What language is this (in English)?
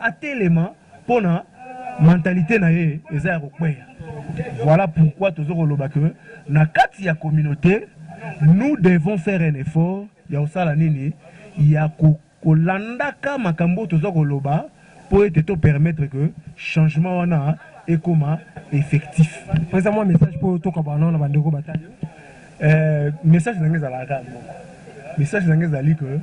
Lingala